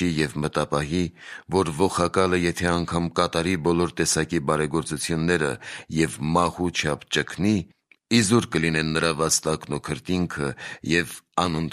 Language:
Armenian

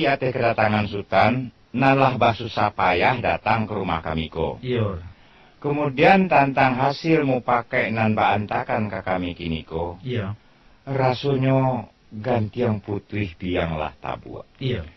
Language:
Minangkabau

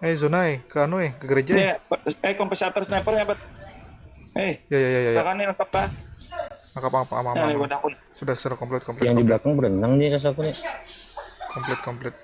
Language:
Banjar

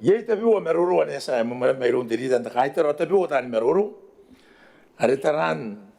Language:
Gilbertese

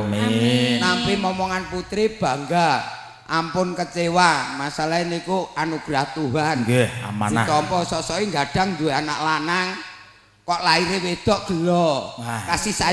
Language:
Javanese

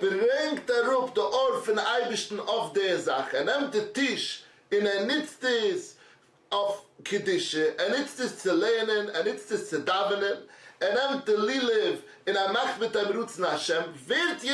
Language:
Yiddish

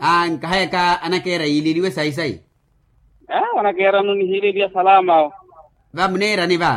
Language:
Makhuwa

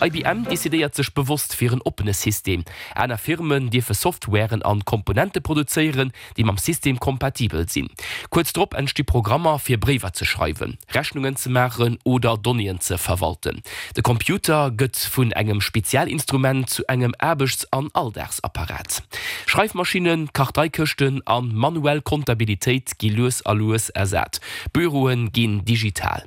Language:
Luxembourgish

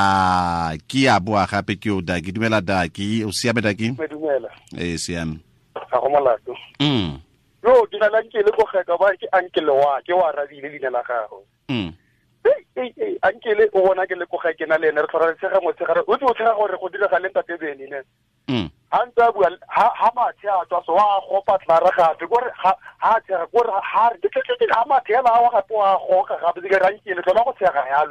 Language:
Tswana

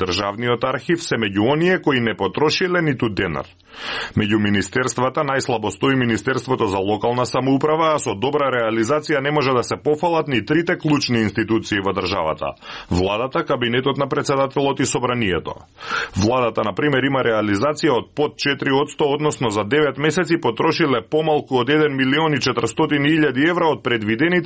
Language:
Macedonian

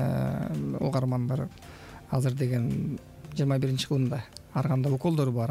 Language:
Kyrgyz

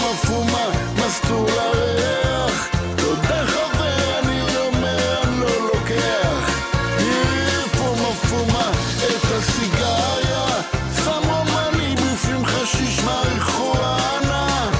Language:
Hebrew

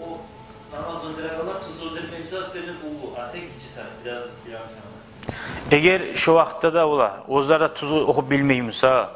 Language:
Kumyk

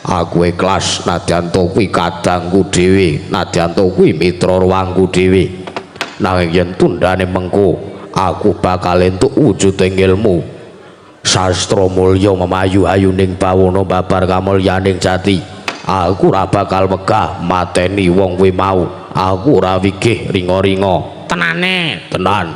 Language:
Javanese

